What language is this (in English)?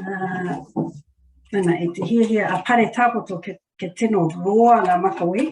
Māori